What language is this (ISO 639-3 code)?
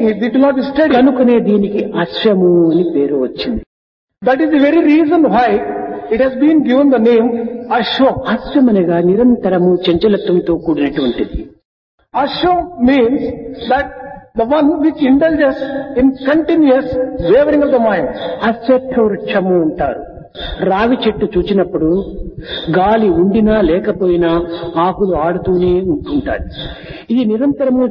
tel